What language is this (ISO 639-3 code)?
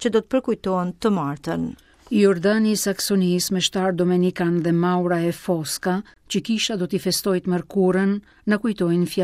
sqi